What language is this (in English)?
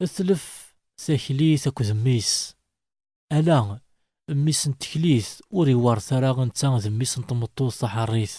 Kabyle